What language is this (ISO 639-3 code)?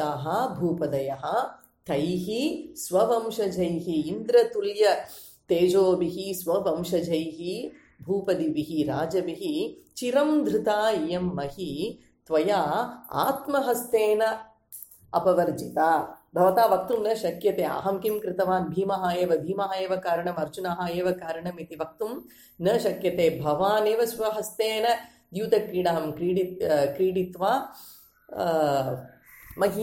san